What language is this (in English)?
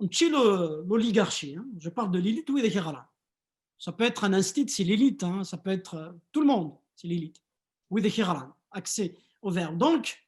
Kabyle